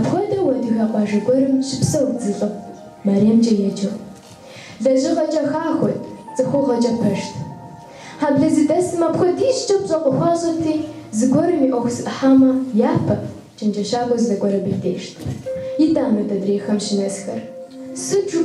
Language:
Kabardian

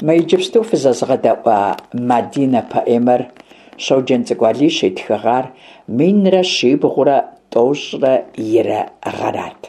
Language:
Kabardian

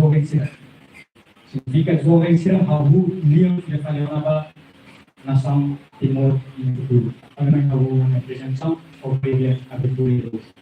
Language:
Tetum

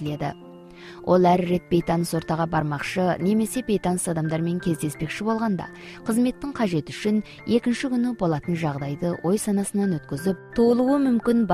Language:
Kazakh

